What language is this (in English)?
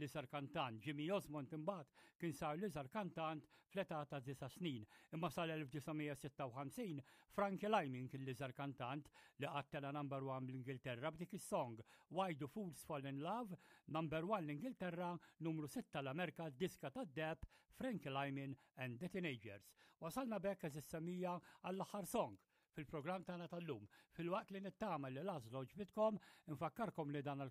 Maltese